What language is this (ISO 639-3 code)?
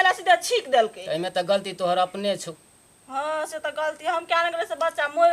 mai